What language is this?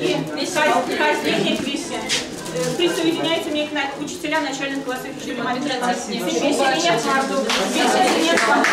Erzya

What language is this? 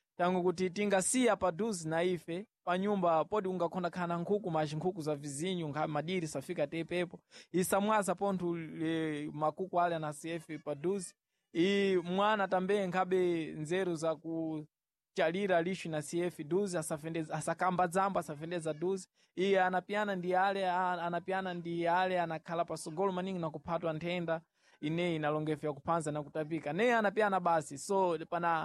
Sena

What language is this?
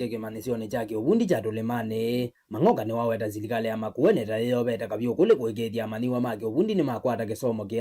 Kamba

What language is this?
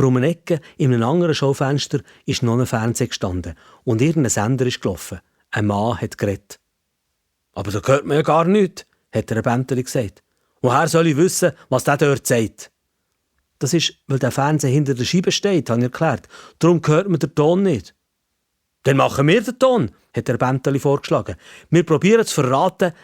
Swiss German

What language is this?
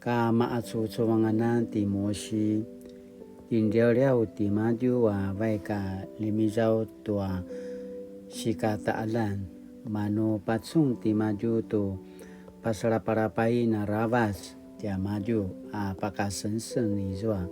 Paiwan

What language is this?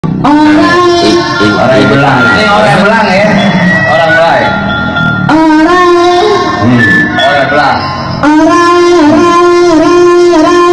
Betawi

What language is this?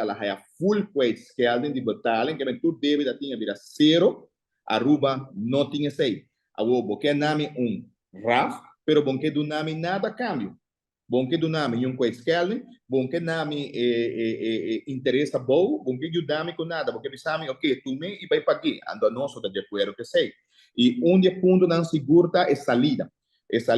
Papiamento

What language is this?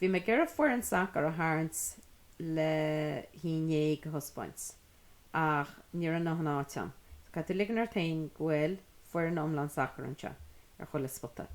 Irish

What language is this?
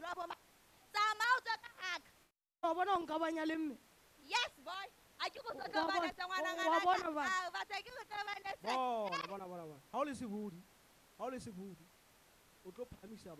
Southern Sotho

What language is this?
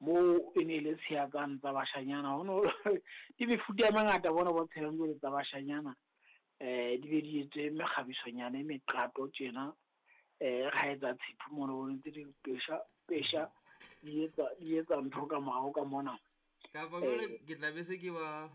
Southern Sotho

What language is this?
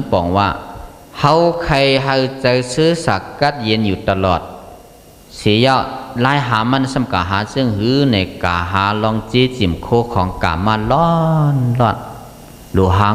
Shan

